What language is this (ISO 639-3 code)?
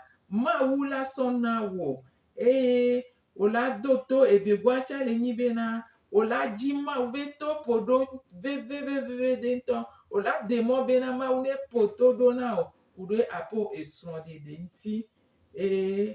gej